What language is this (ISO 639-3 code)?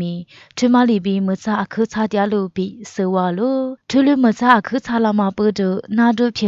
lis